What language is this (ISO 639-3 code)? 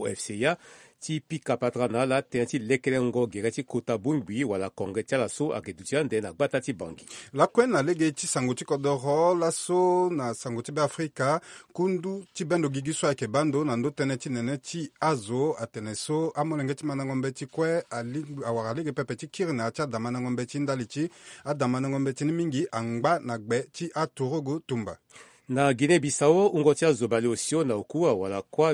sag